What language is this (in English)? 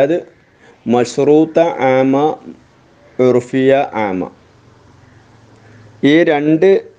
Malayalam